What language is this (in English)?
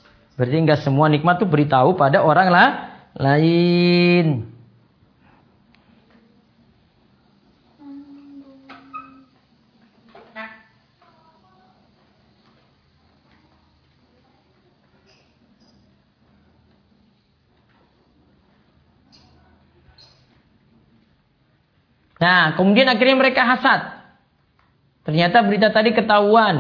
Indonesian